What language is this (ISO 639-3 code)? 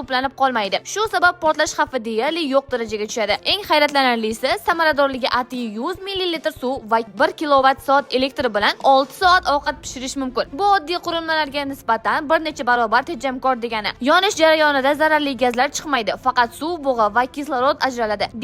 uzb